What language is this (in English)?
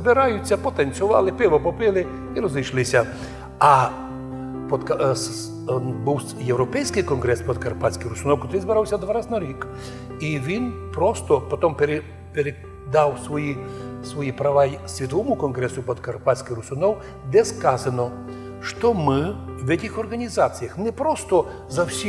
Rusyn